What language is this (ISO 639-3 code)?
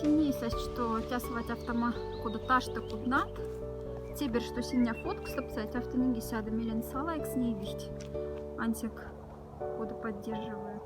mdf